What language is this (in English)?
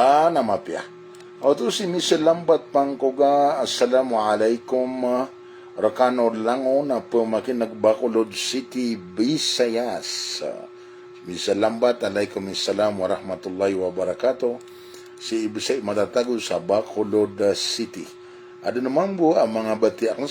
Maranao